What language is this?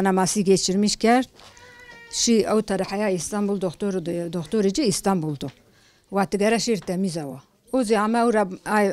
Zaza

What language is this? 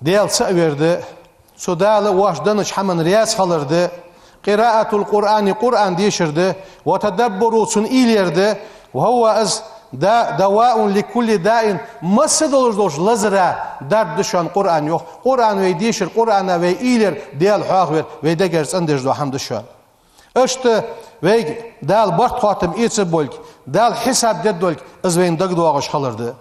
Ingush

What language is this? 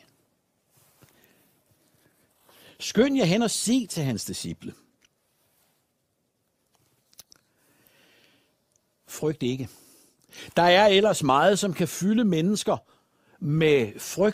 Danish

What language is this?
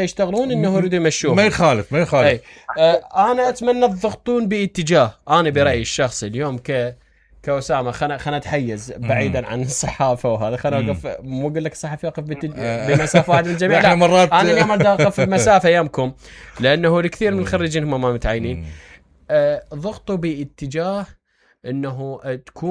Mesopotamian Arabic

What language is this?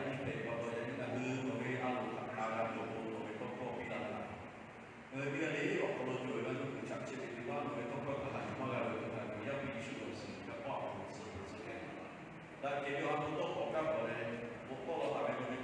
Lahu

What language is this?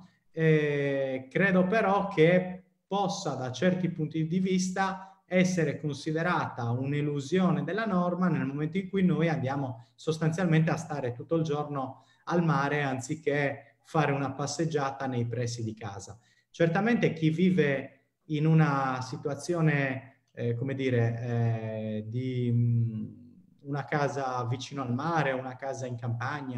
Italian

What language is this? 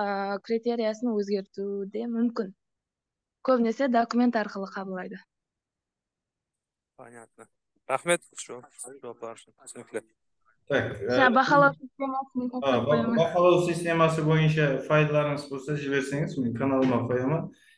Kara-Kalpak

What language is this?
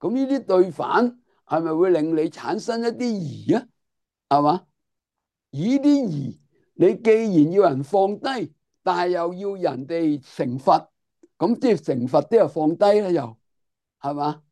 Cantonese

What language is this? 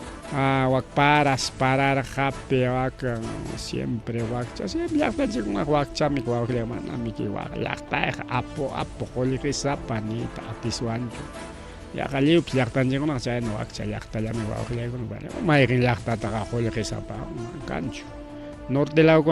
Ayacucho Quechua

